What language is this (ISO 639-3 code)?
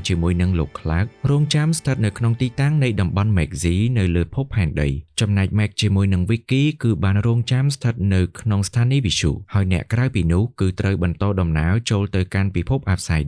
khm